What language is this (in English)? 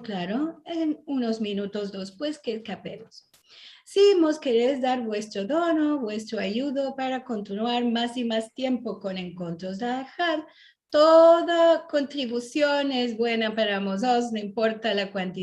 Ladino